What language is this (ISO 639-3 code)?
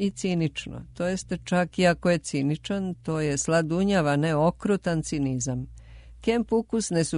srp